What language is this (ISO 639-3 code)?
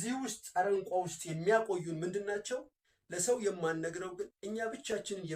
amh